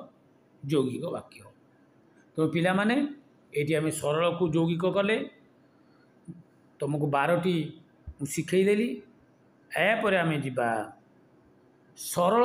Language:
Odia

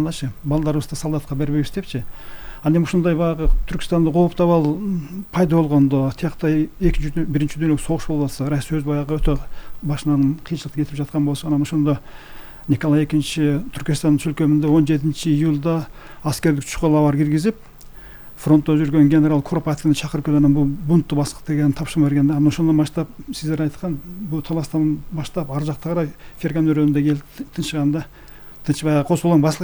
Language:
Kyrgyz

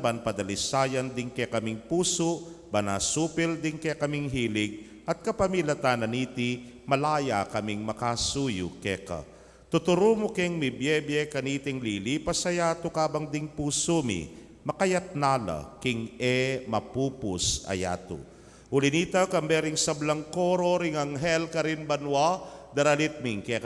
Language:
Pampanga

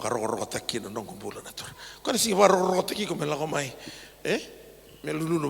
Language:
Fijian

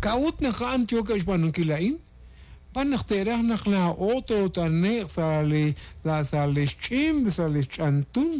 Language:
Kekchí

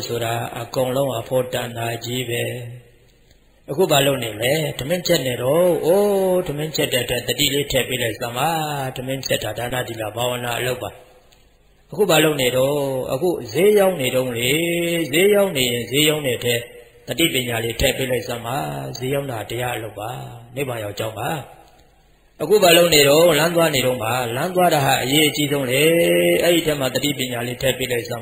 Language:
Burmese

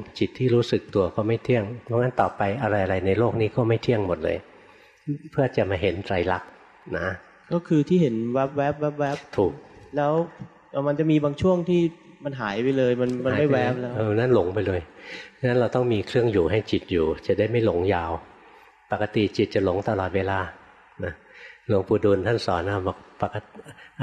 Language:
Thai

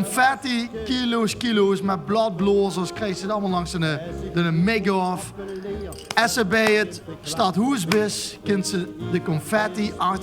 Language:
Limburgish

